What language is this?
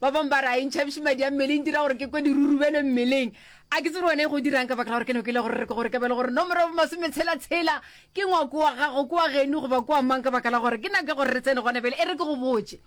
Northern Sotho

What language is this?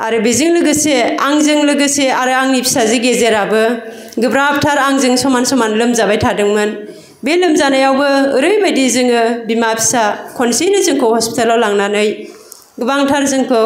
Bodo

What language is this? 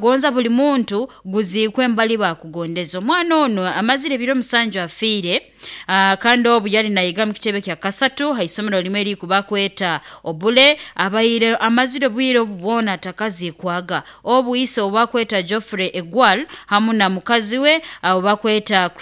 Nyoro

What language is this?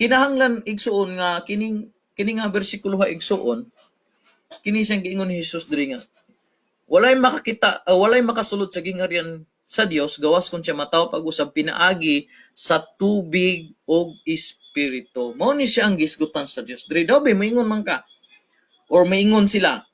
Cebuano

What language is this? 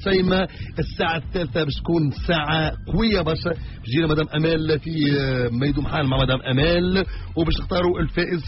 Tunisian Arabic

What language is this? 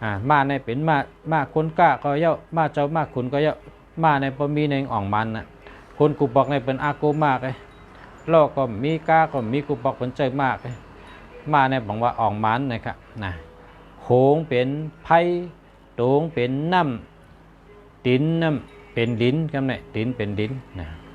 Shan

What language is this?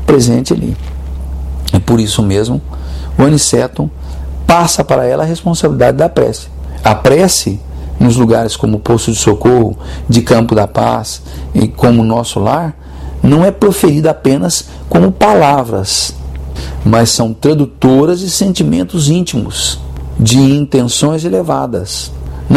Portuguese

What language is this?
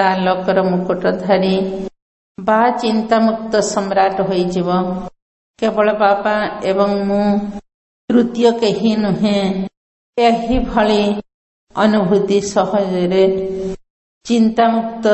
Odia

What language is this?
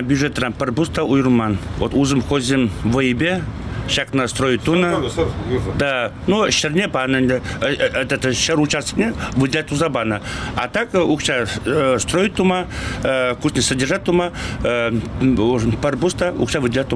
Chuvash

